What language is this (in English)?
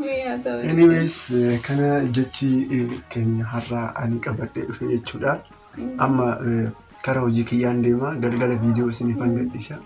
Oromo